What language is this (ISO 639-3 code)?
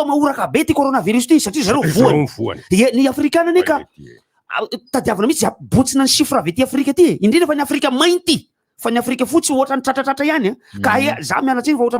mlg